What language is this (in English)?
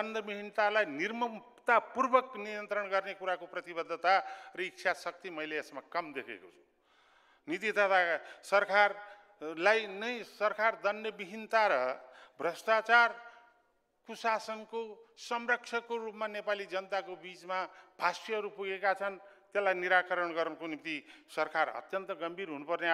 Nepali